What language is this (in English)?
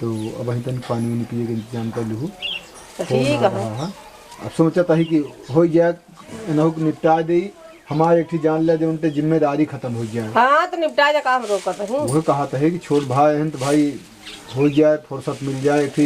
Awadhi